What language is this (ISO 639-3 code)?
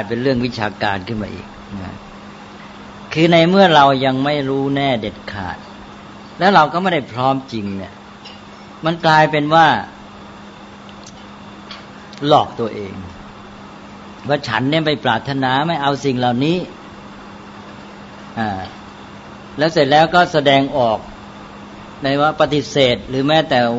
tha